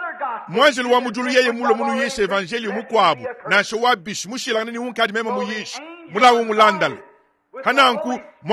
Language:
Luba-Lulua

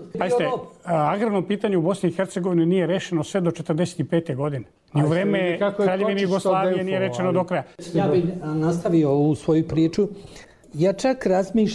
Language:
Serbian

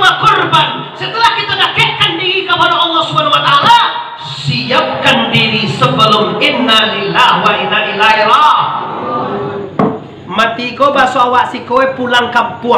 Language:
Minangkabau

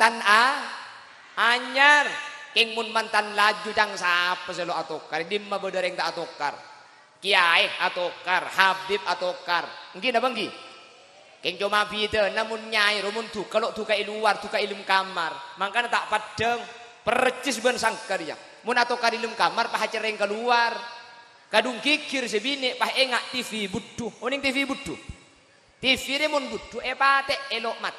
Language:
Madurese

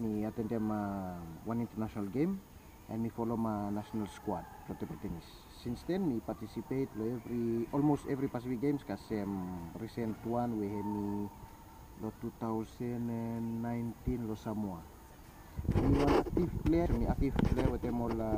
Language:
Bislama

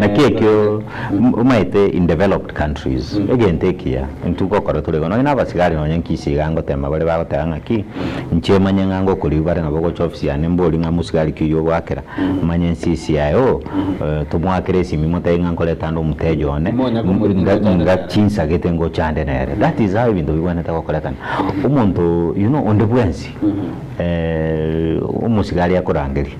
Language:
Gusii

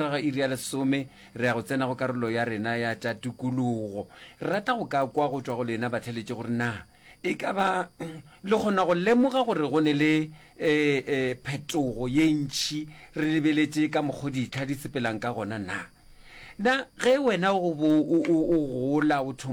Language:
Northern Sotho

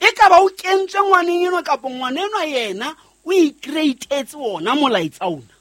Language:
Southern Sotho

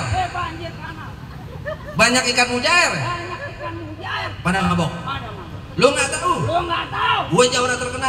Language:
Betawi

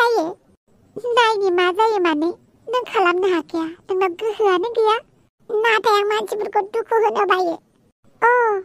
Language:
Bodo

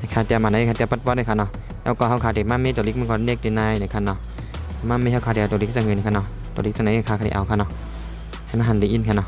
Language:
Shan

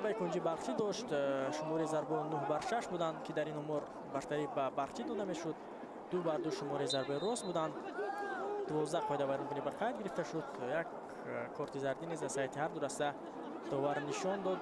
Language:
Tajik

